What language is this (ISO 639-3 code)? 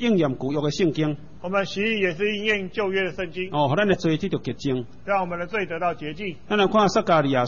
zho